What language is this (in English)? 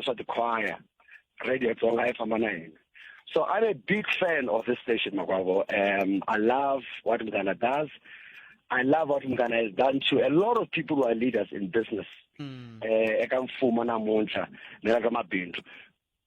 Tsonga